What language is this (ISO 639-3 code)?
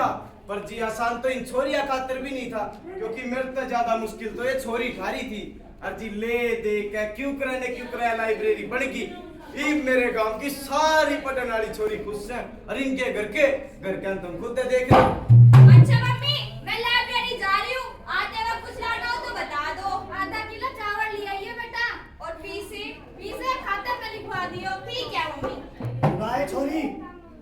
bgc